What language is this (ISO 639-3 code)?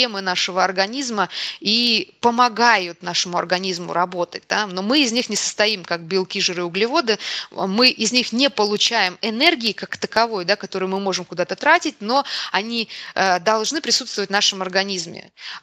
rus